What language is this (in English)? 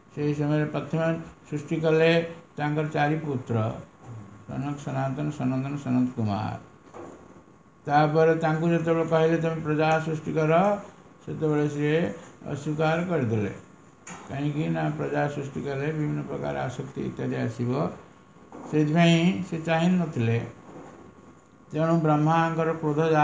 Odia